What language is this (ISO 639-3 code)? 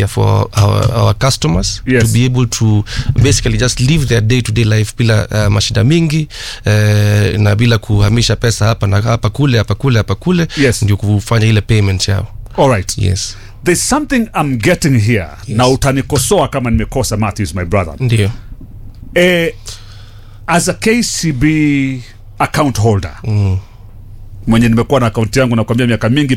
swa